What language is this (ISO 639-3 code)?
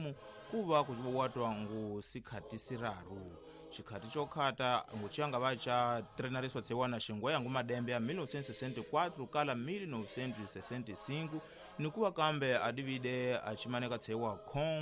tso